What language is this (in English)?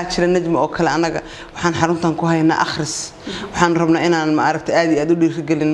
Somali